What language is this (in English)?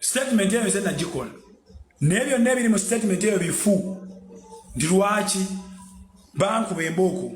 Ganda